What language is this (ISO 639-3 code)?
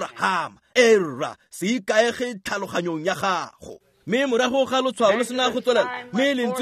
tsn